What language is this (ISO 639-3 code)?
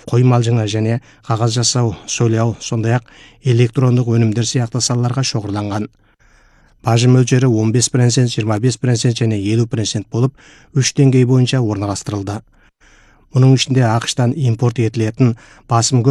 kaz